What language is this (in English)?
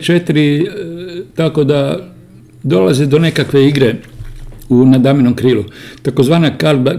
Croatian